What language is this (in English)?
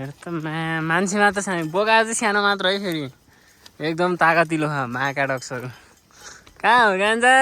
Nepali